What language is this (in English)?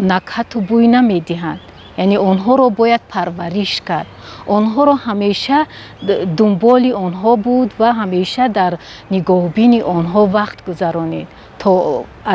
Tajik